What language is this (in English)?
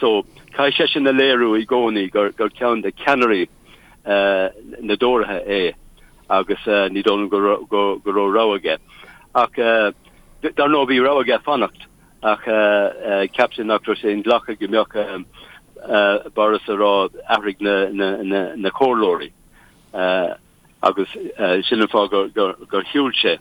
Irish